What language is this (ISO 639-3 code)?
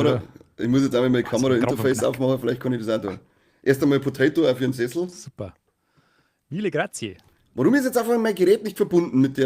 bar